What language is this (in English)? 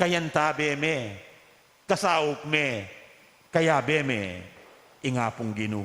Pampanga